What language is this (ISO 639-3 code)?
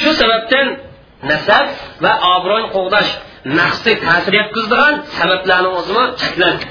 uig